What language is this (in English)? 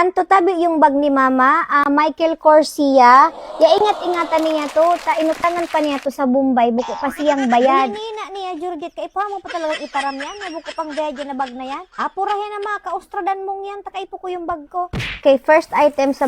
Bikol